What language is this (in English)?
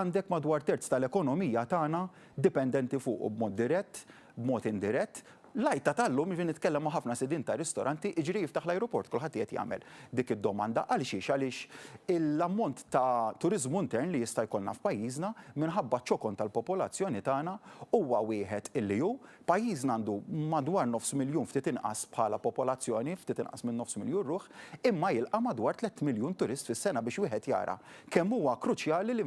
Maltese